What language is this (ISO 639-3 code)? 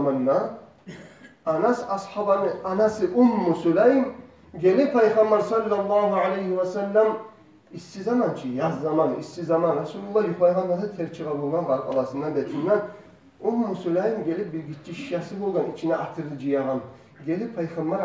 kum